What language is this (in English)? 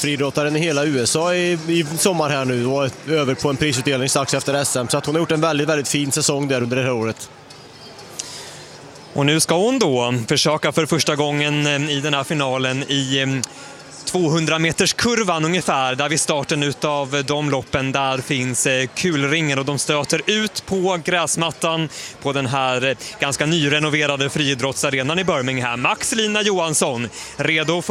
Swedish